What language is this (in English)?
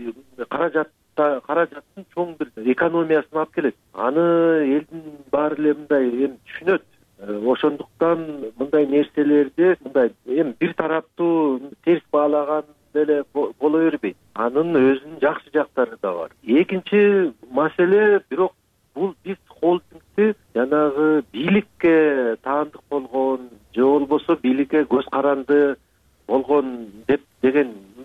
Kyrgyz